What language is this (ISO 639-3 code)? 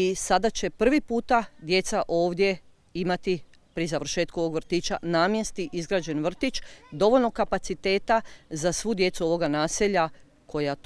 hrv